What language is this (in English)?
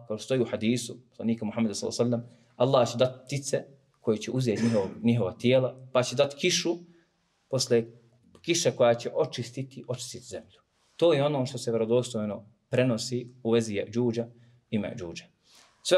Bosnian